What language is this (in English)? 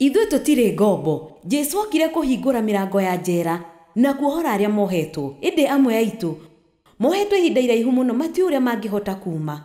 Kikuyu